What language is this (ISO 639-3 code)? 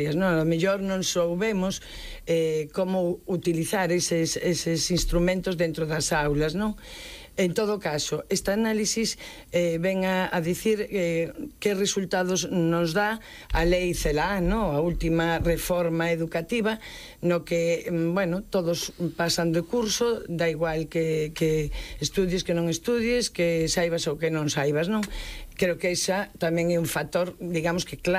glg